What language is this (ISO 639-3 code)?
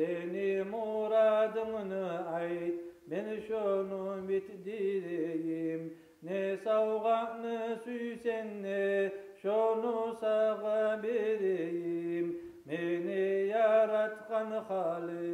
kum